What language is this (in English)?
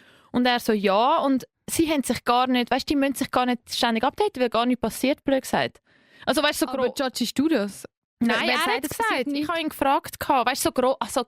Swiss German